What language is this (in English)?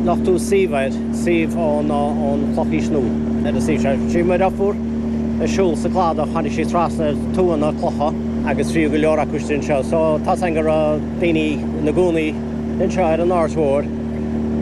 Irish